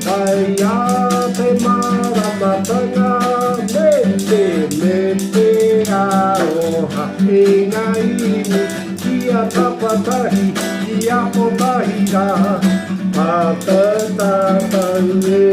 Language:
Māori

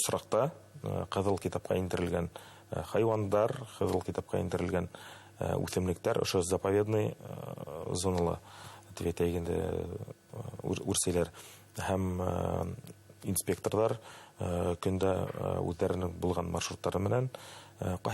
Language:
Bashkir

